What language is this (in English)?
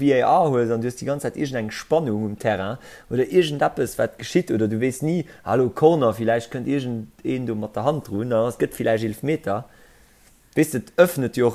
Luxembourgish